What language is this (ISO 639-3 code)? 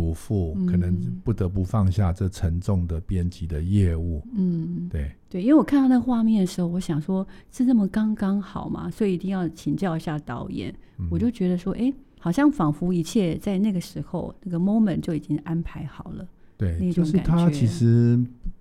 zho